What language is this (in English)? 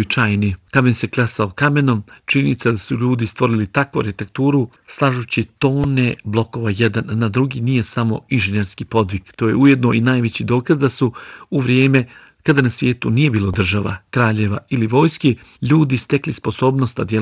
Bosnian